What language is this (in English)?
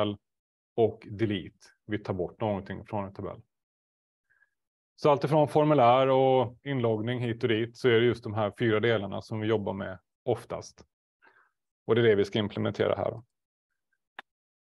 Swedish